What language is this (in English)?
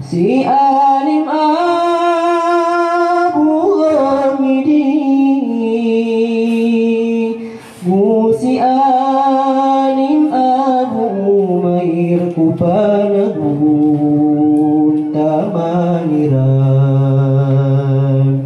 Maranao